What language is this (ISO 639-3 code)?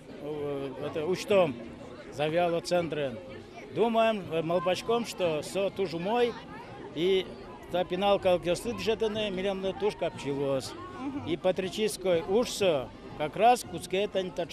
udm